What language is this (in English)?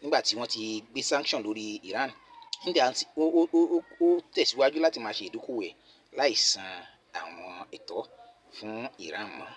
Yoruba